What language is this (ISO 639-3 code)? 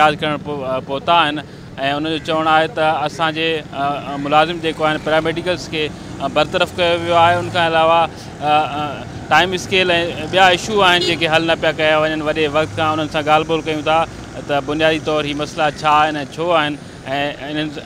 snd